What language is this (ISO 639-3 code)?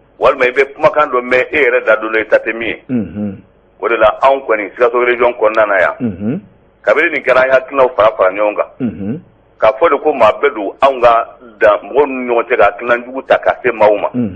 bam